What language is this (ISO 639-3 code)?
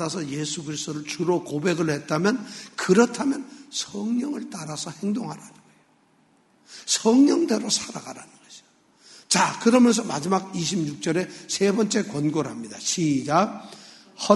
kor